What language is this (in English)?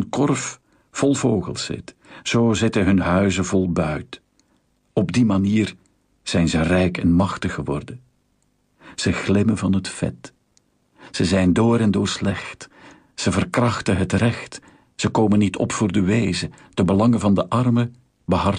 Dutch